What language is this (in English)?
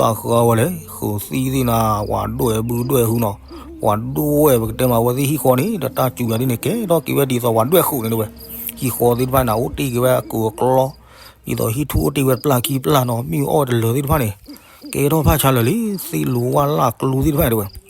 S'gaw Karen